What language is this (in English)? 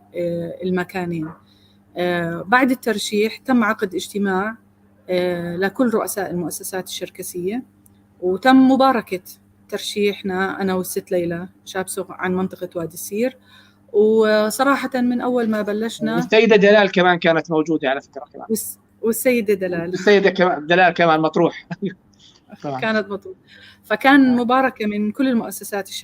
North Levantine Arabic